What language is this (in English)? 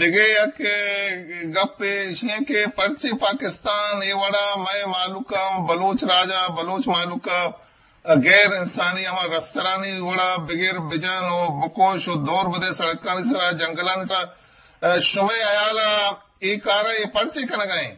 Eastern Balochi